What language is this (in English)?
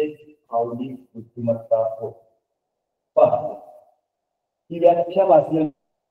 Marathi